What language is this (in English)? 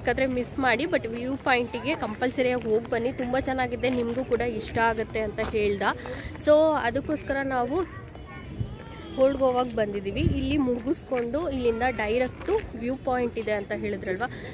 Kannada